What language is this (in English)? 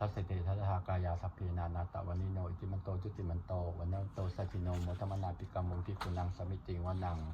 Pali